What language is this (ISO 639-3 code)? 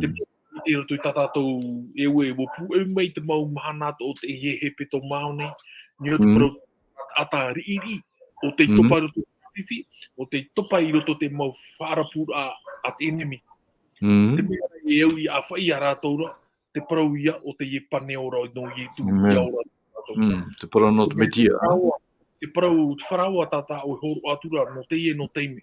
tah